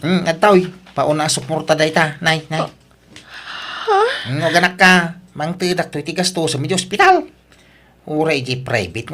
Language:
Iloko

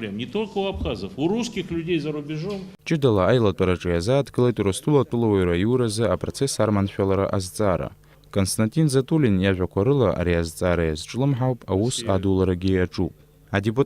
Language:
Abkhazian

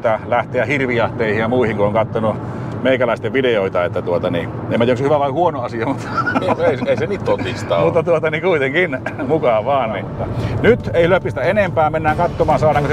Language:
Finnish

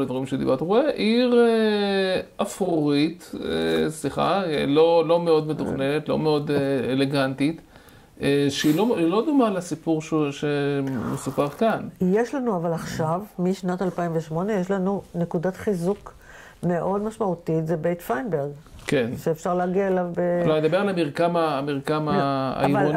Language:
Hebrew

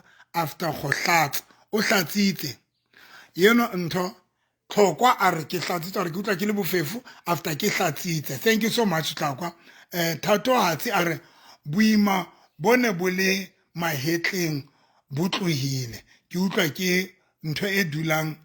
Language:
Southern Sotho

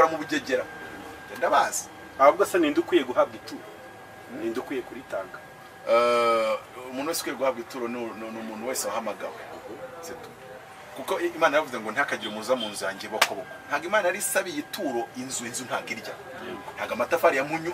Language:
Kinyarwanda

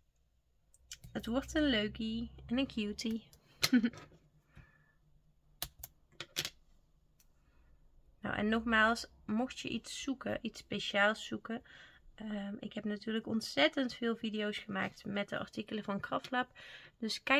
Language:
Dutch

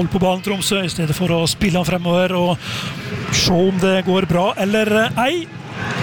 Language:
Norwegian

